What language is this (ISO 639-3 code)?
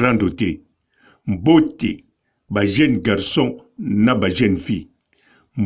lin